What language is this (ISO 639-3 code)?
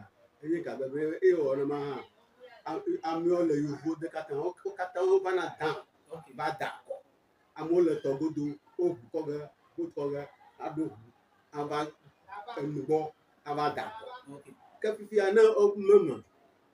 ewe